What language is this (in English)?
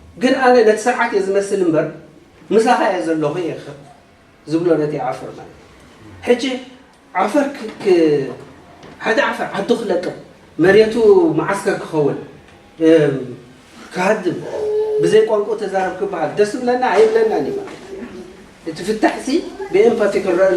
Tigrinya